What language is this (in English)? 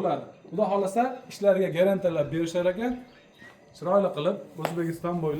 Uzbek